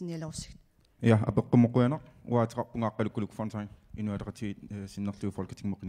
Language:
Kalaallisut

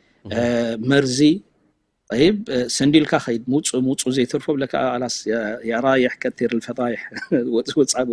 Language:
Tigrinya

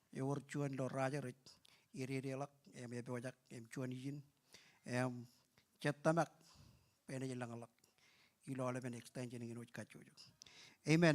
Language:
Marshallese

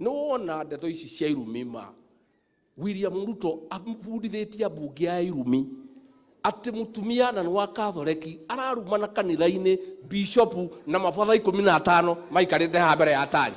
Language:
Kikuyu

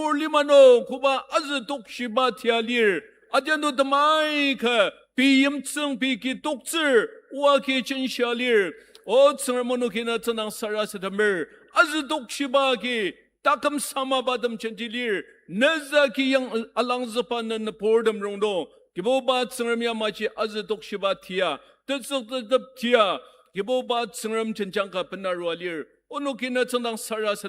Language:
Ao Naga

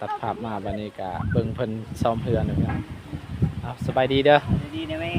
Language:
Lao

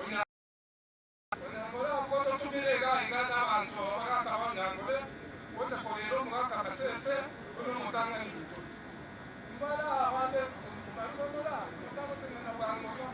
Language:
Gusii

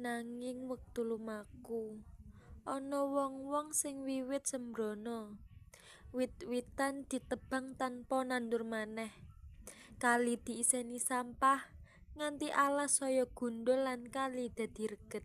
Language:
Javanese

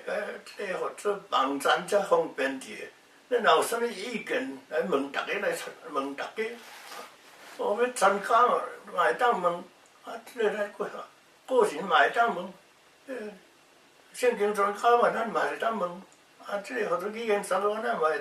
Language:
Min Nan Chinese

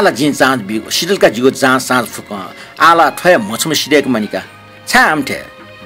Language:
Newari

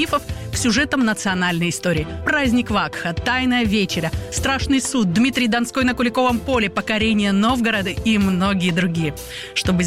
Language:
Russian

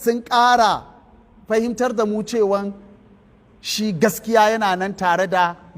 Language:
Hausa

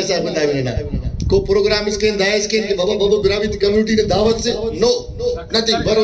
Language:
Brahui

